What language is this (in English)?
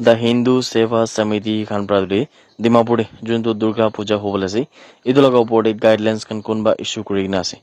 Naga Pidgin